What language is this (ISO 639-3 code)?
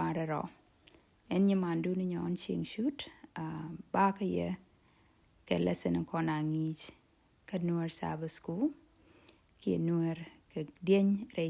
nus